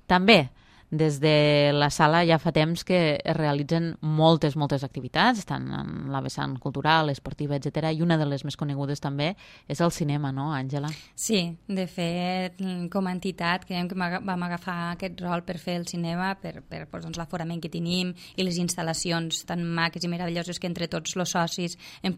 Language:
Catalan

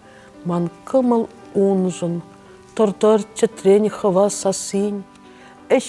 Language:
Chuvash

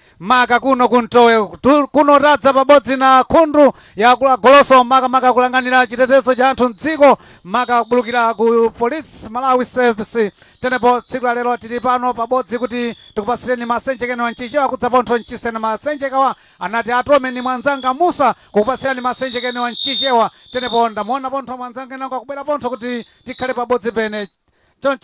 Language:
Nyanja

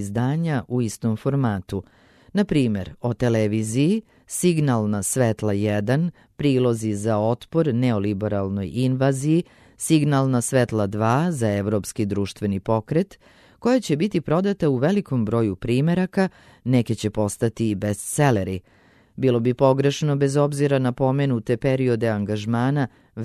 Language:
Serbian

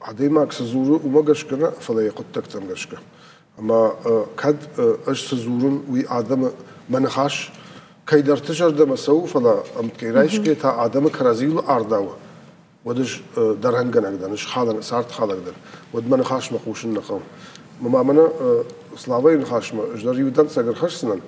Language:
Ossetic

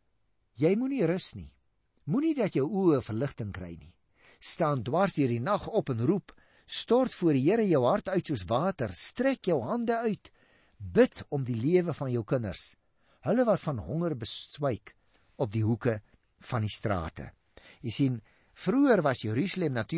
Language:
Afrikaans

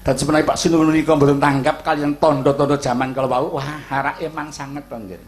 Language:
Javanese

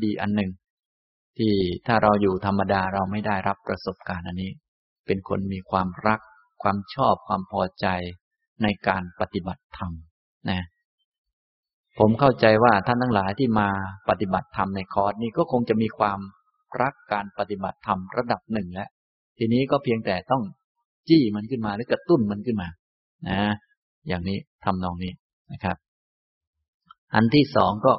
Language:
Thai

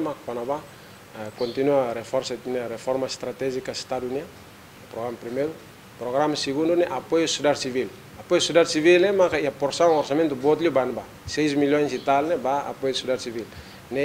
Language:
Tetum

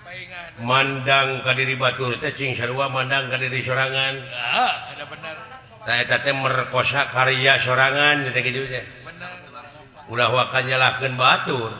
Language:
Sundanese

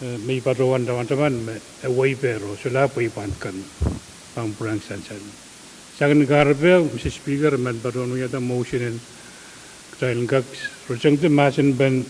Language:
Pohnpeian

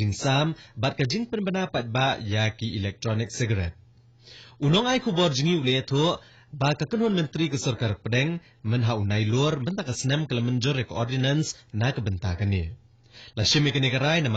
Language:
Khasi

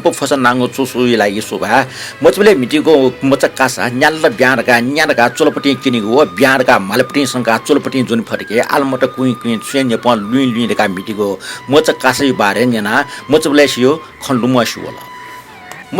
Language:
Newari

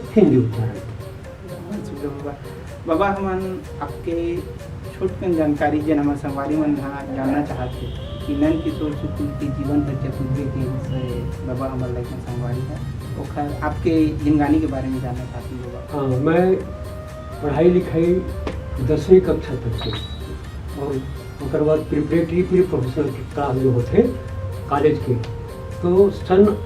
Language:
Chhattisgarhi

